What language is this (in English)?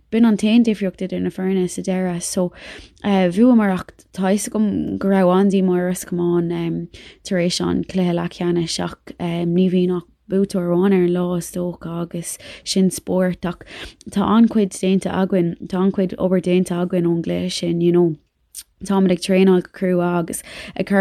Irish